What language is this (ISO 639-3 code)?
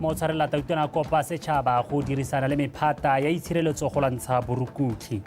tsn